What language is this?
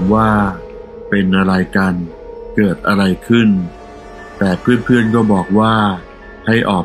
Thai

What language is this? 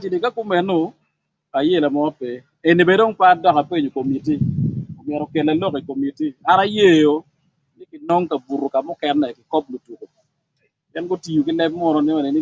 Acoli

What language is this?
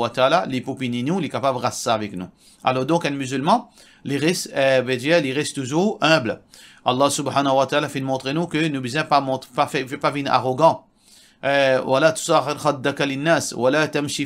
Morisyen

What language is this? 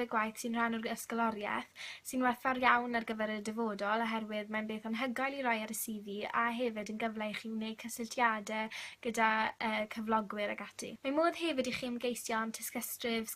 Welsh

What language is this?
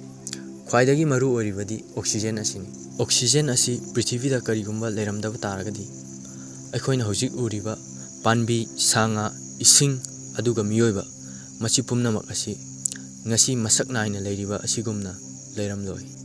Manipuri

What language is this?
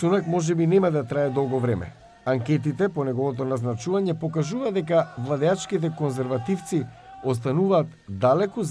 Macedonian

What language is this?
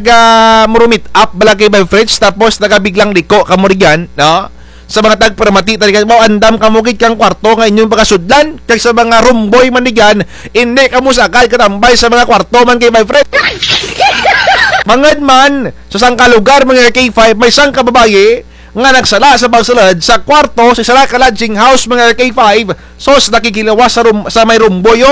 Kinaray-a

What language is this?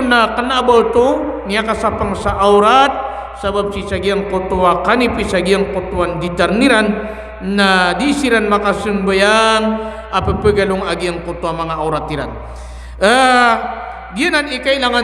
Maranao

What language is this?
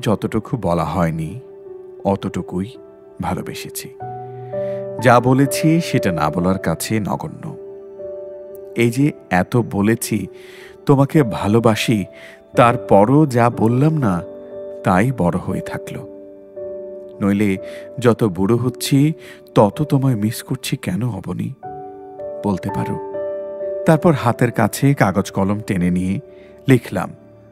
Bangla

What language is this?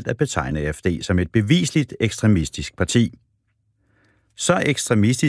Danish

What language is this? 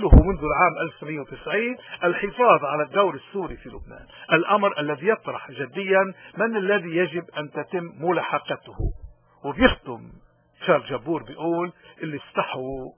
North Levantine Arabic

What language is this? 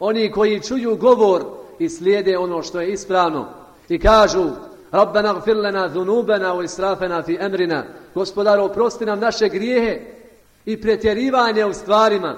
Bosnian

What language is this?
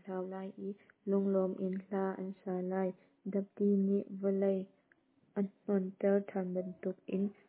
Hakha Chin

